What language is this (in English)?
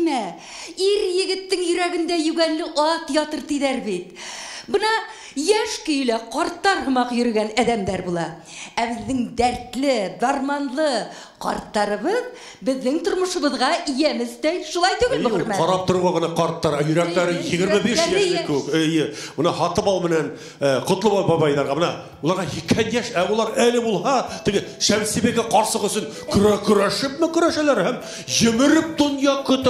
Bashkir